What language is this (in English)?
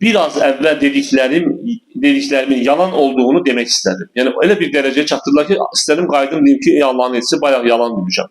Azerbaijani